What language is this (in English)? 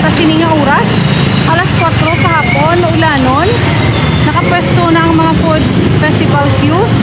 Hiligaynon